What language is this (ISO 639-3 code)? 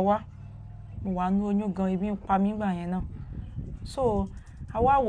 yor